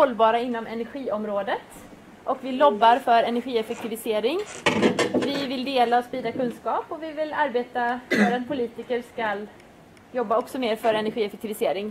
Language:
Swedish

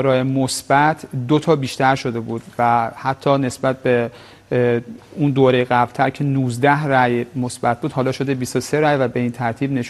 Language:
Persian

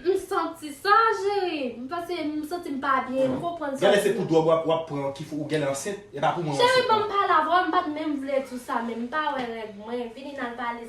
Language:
Haitian Creole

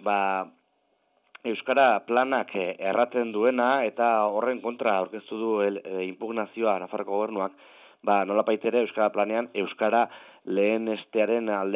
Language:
Basque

